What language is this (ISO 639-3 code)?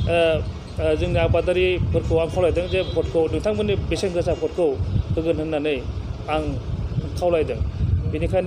brx